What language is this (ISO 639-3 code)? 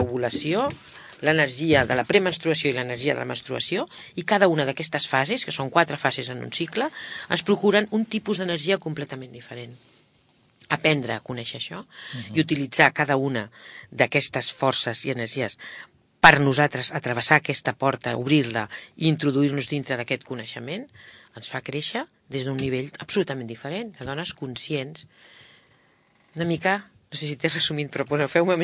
cat